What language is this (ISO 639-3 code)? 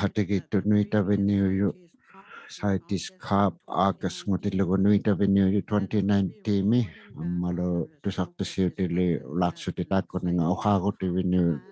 iku